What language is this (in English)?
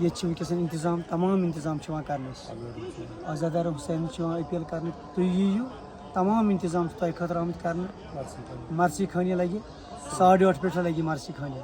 Kashmiri